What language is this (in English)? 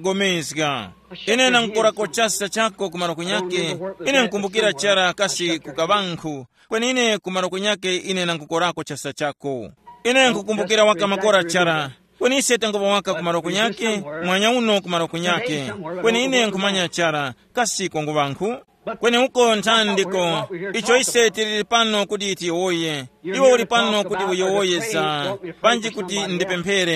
Tumbuka